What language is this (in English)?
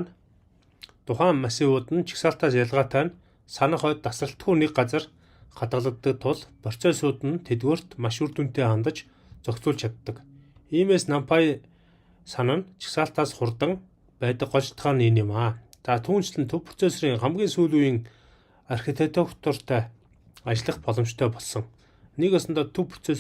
Mongolian